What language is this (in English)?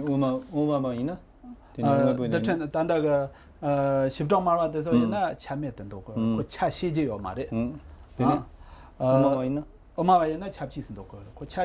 Tibetan